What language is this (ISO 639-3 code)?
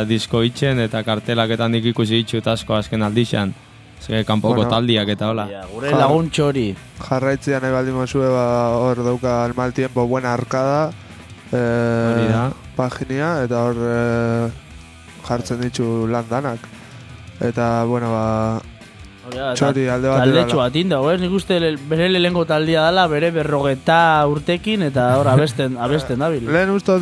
eus